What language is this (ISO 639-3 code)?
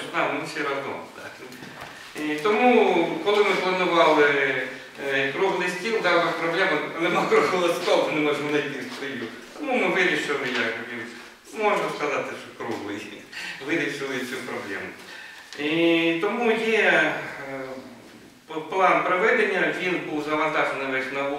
ukr